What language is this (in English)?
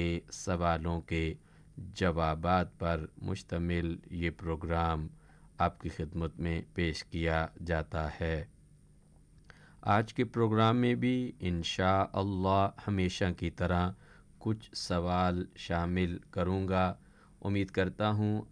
Urdu